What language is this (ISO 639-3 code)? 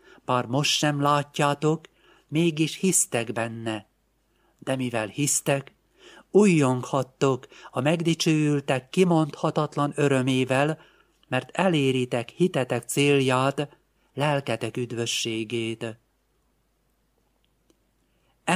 hun